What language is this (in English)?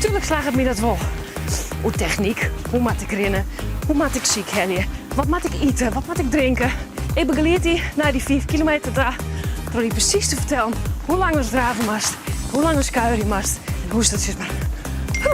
Western Frisian